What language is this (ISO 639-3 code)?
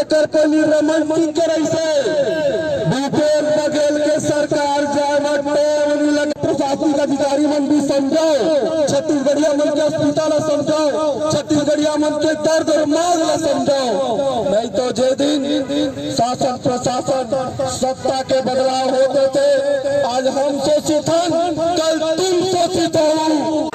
hne